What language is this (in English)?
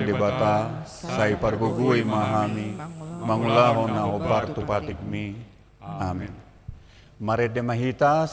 Batak Toba